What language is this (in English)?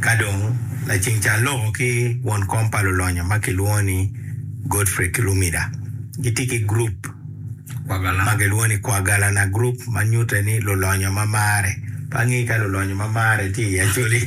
Acoli